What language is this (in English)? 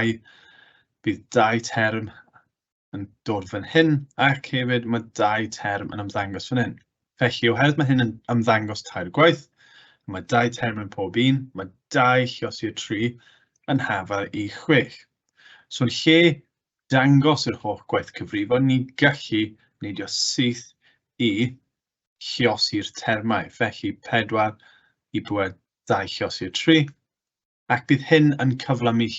Welsh